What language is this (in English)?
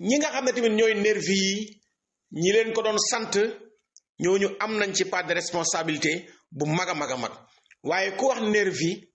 Wolof